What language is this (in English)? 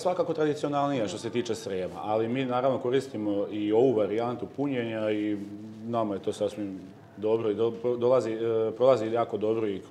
Serbian